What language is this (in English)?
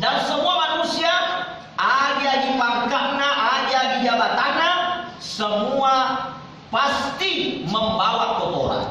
Buginese